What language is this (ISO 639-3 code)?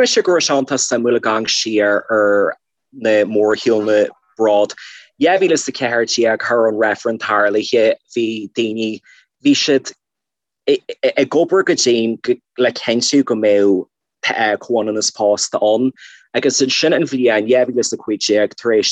gle